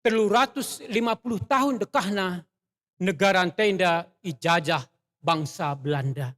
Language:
Batak Karo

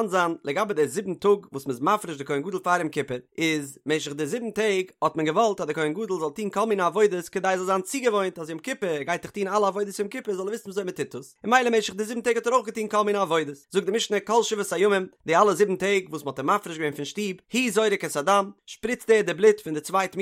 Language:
Yiddish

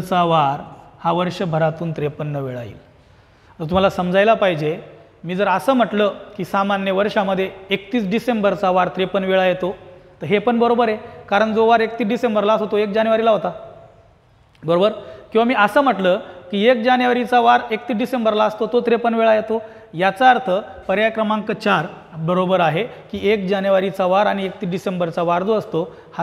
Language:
Marathi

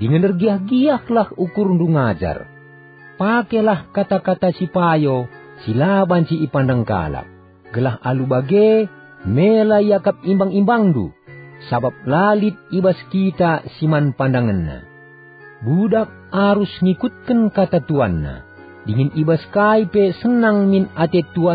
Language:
Batak Karo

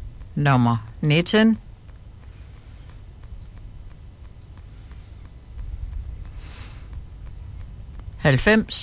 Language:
Danish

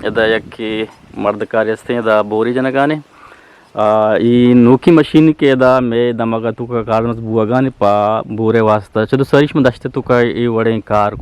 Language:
Eastern Balochi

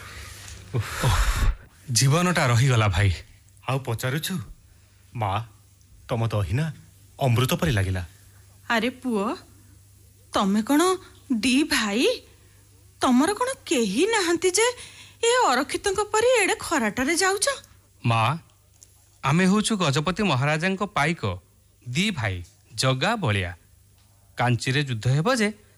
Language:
Odia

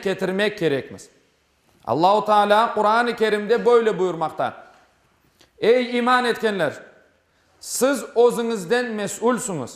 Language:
Crimean Tatar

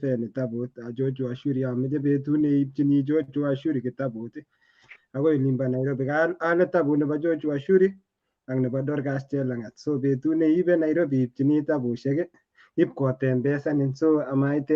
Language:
Kalenjin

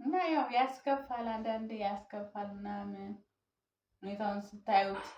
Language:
Amharic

